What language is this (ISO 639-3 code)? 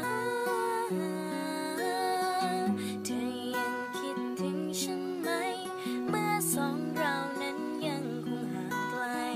tha